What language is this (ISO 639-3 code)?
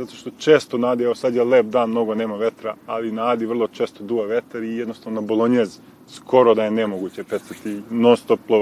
srp